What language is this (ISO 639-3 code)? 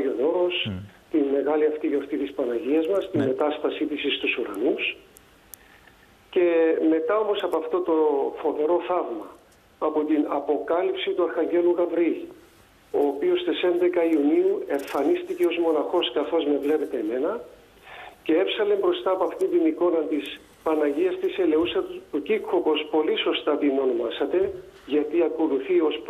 ell